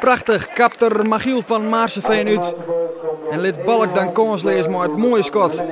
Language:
Western Frisian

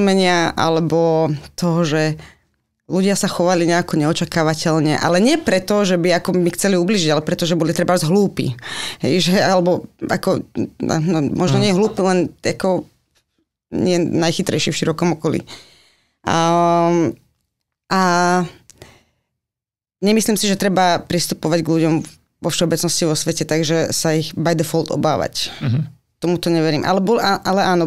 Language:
Slovak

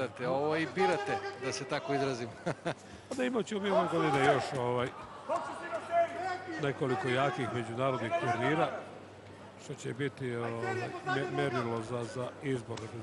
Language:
Serbian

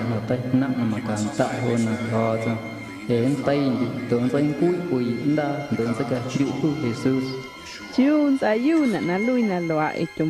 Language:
Guerrero Amuzgo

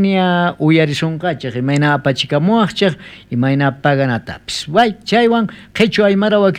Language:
South Bolivian Quechua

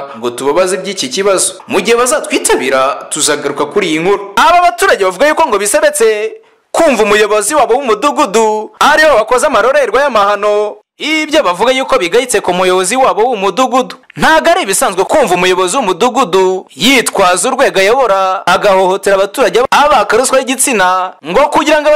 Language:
Kinyarwanda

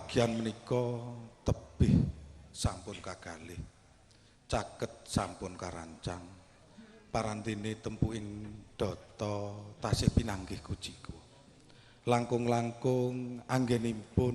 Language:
Javanese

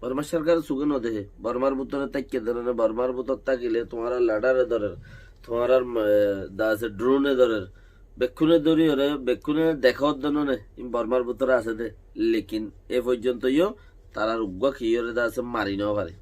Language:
Rohingya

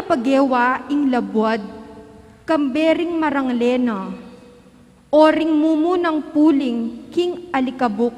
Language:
Pampanga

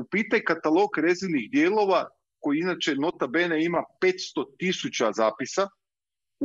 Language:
Croatian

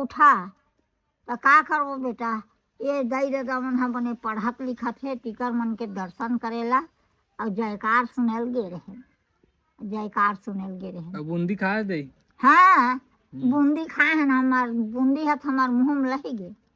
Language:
Chhattisgarhi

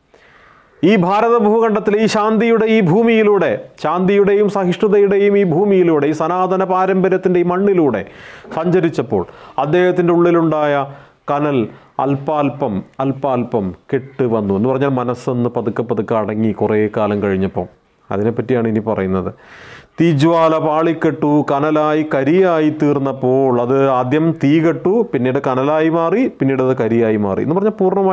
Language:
Malayalam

